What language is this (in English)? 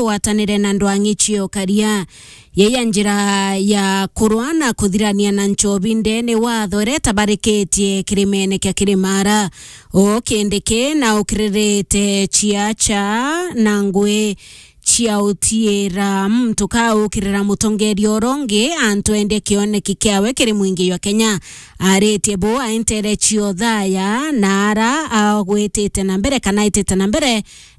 Meru